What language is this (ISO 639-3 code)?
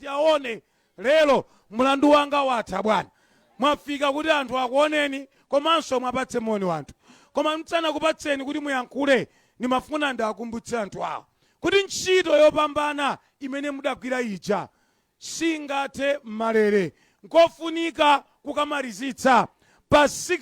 nya